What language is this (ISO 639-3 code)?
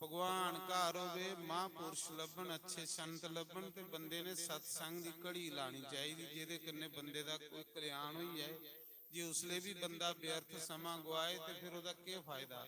doi